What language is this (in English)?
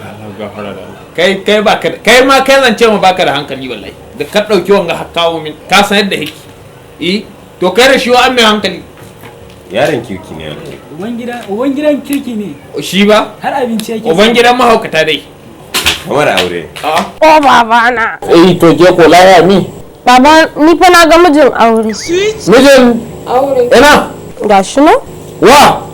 Hausa